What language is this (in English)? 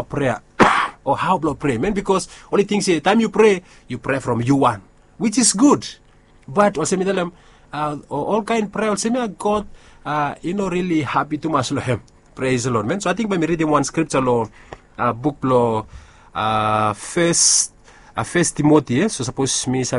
Bislama